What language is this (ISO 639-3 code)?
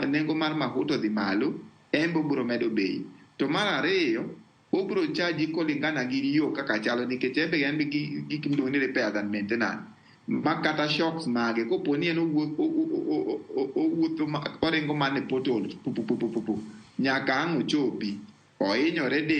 luo